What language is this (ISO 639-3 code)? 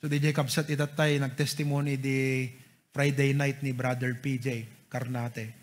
ilo